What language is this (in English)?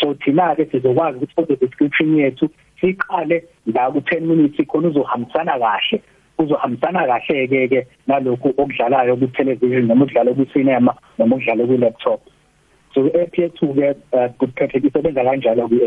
South Ndebele